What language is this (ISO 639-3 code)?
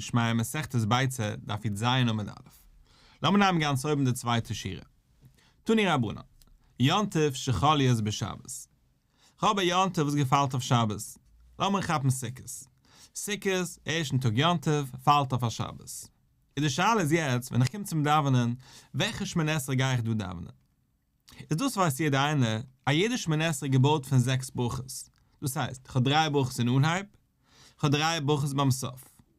yid